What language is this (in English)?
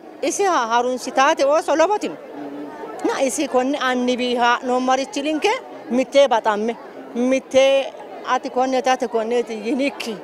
Sidamo